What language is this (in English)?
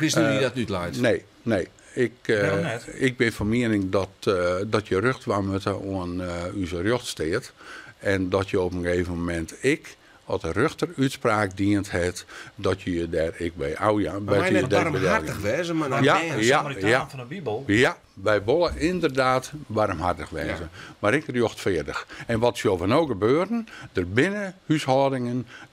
Western Frisian